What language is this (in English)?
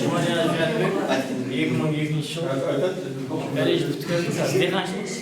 Kara-Kalpak